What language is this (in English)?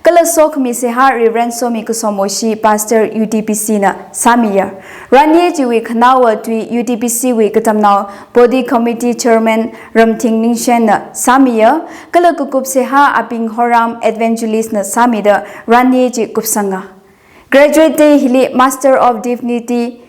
Tangkhul Naga (India)